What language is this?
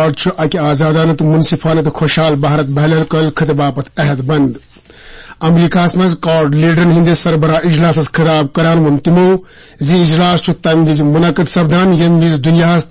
Kashmiri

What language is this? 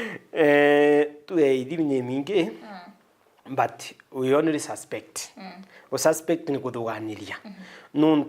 Meru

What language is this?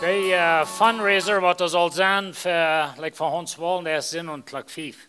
Plautdietsch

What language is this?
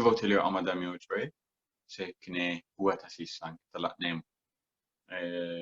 Sidamo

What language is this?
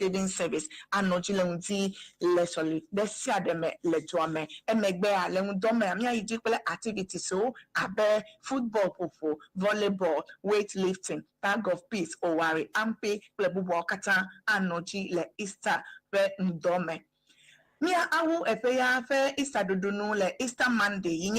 Ewe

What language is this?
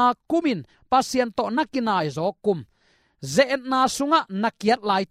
Tedim Chin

